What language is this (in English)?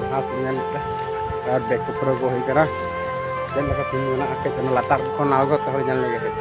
Santali